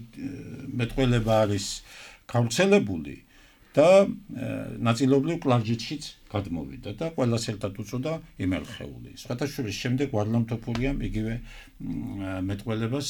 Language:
Georgian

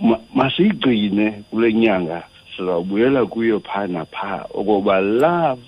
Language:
Xhosa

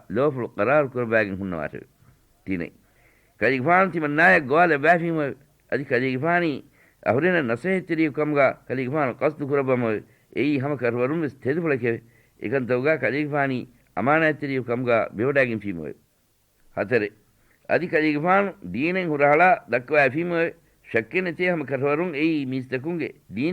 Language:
Divehi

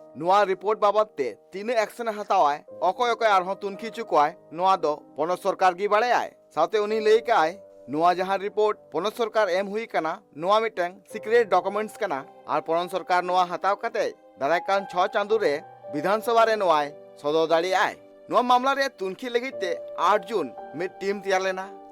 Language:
Santali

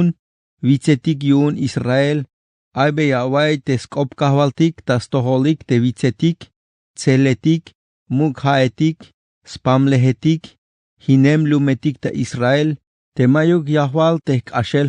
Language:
Tzeltal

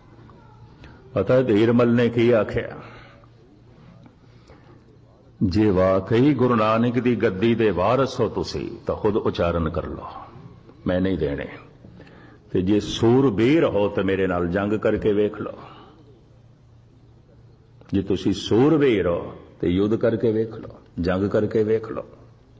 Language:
Punjabi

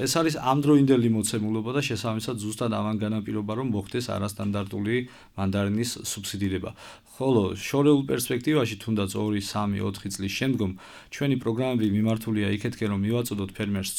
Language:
Georgian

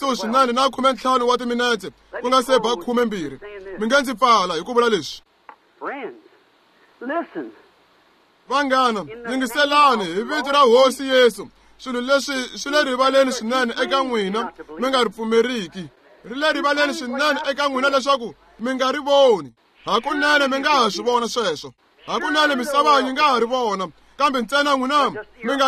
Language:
Tsonga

